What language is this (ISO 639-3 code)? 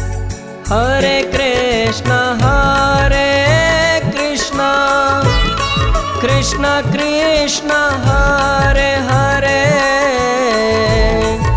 hin